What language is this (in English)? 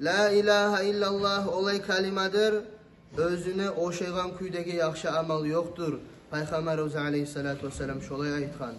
Kumyk